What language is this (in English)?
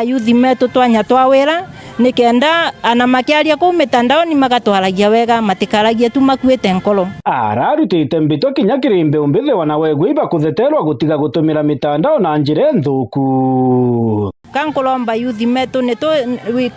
Meru